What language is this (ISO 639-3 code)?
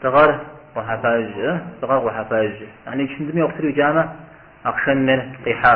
kbd